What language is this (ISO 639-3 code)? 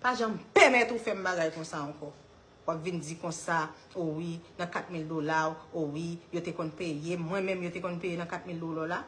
hat